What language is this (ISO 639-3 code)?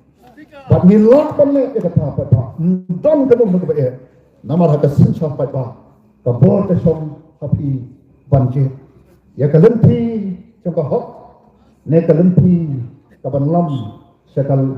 kha